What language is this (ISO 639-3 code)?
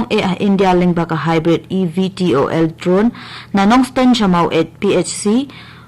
kha